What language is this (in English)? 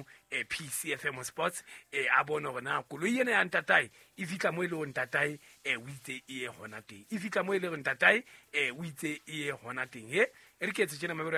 Southern Sotho